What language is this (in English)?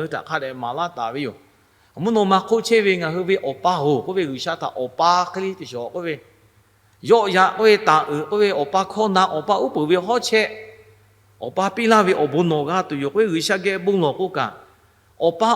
Lahu